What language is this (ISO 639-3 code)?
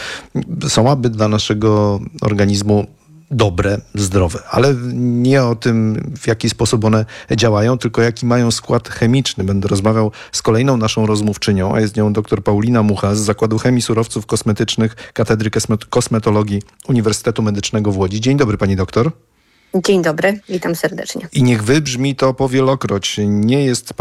pol